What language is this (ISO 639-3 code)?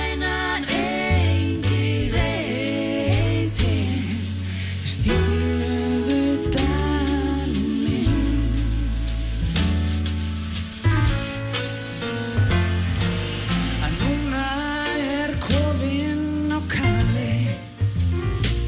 isl